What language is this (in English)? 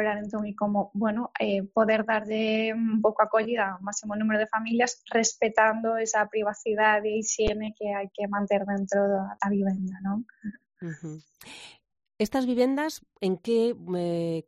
Galician